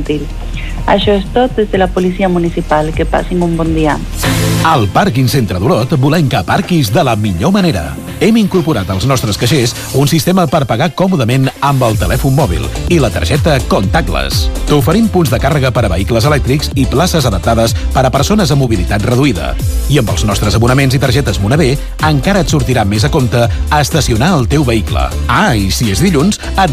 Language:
Catalan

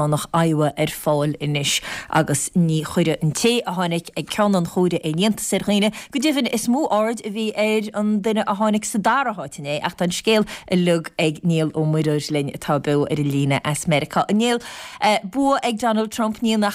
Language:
Irish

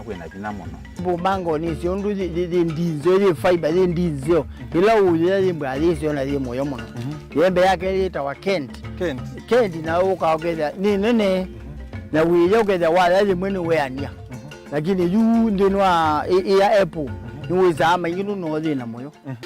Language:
Kamba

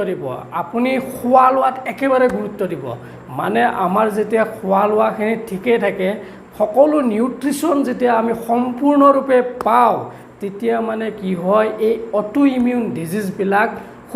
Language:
Assamese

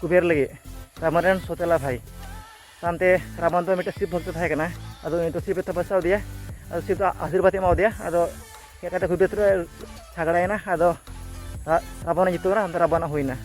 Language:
Santali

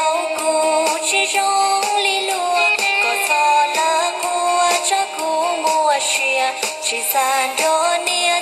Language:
Hmong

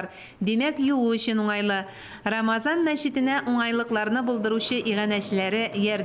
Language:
Tatar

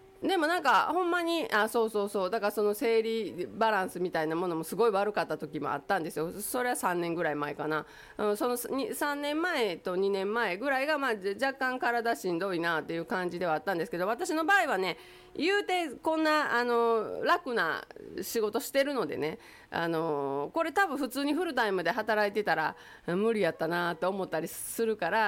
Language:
Japanese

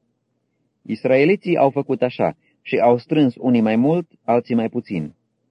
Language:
Romanian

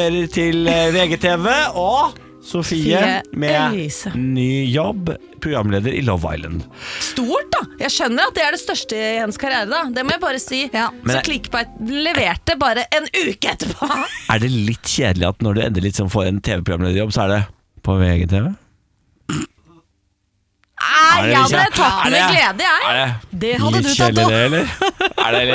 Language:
Norwegian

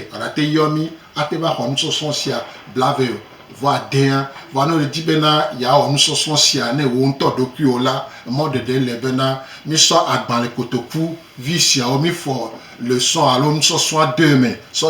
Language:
Gen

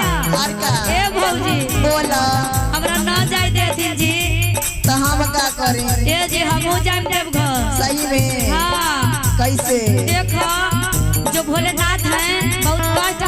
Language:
Magahi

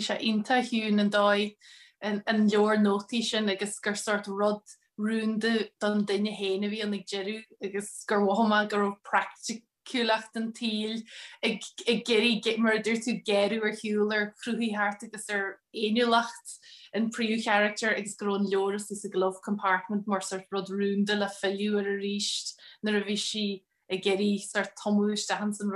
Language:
Irish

